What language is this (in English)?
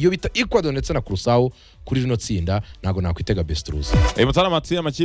Kinyarwanda